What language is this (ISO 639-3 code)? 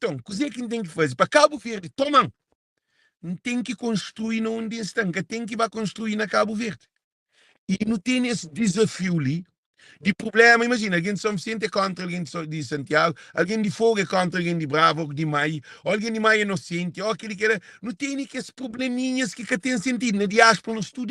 kea